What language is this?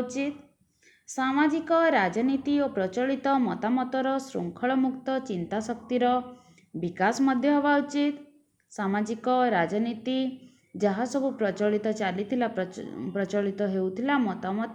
Odia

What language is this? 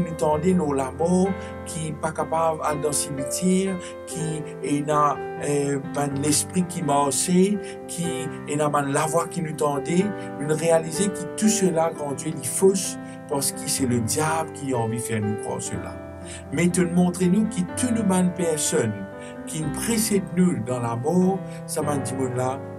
Morisyen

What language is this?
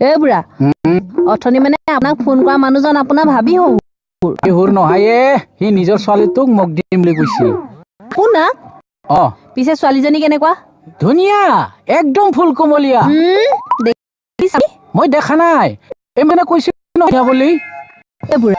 Assamese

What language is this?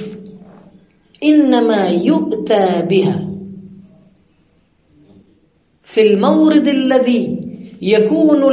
Arabic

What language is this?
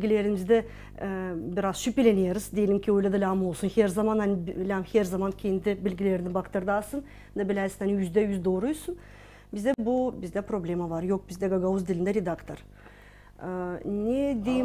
Gagauz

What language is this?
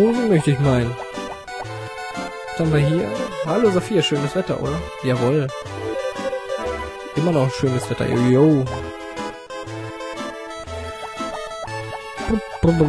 German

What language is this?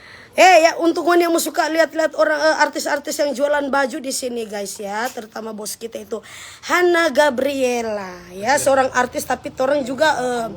Manado Malay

